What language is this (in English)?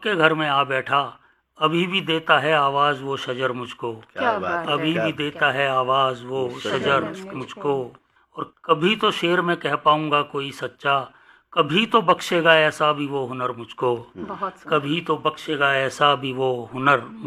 Hindi